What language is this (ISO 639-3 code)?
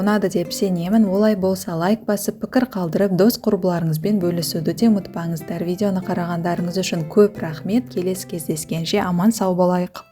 kaz